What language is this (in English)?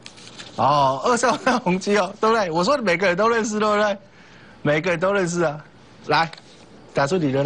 Chinese